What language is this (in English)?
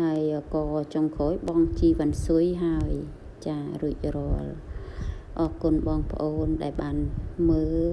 Khmer